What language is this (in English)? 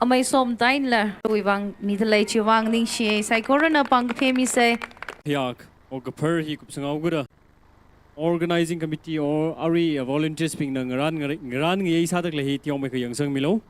Tangkhul Naga (India)